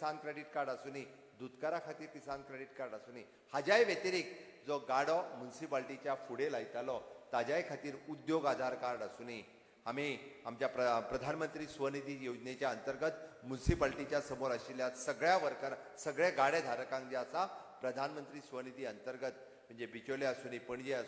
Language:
Konkani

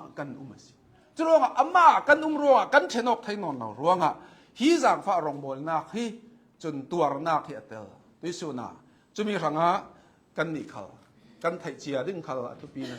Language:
Hakha Chin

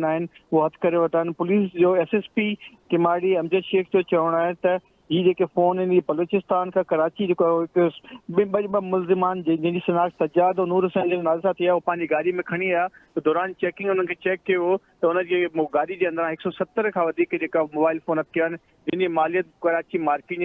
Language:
Sindhi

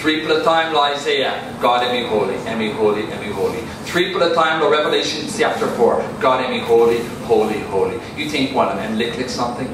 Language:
Tok Pisin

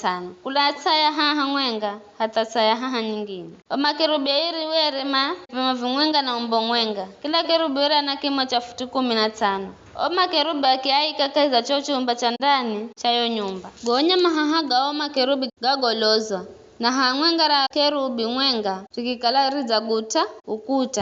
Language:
Giryama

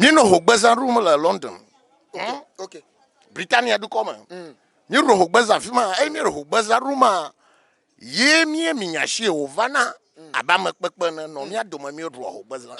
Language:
Ewe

